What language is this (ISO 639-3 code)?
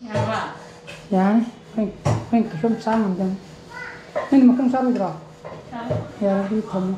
mni